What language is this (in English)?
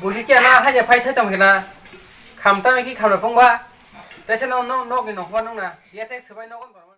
Kok Borok